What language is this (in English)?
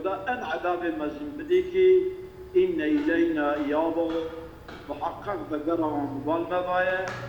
Kurdish